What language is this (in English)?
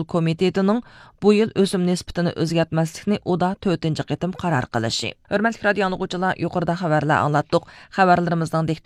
Uyghur